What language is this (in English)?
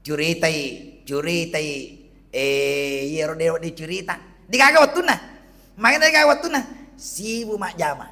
Buginese